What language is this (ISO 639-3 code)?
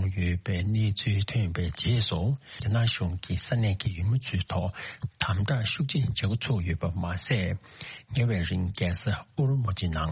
bod